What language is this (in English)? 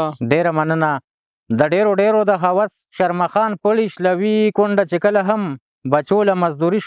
Pashto